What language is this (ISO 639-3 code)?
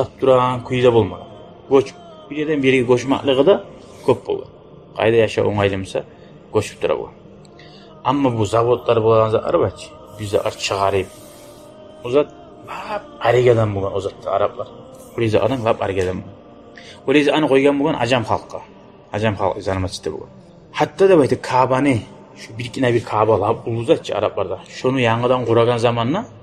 kum